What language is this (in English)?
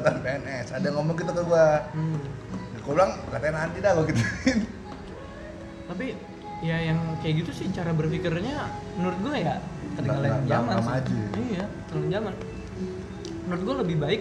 Indonesian